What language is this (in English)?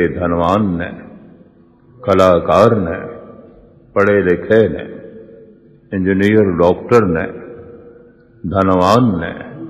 Punjabi